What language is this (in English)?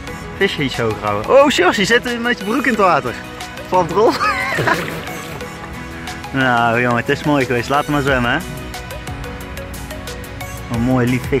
Dutch